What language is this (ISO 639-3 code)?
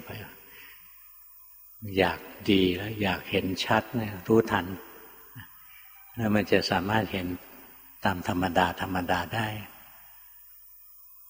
tha